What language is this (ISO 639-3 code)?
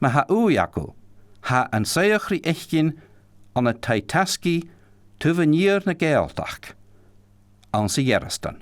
gla